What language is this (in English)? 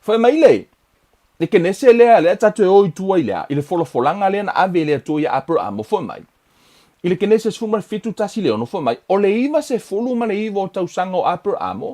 Samoan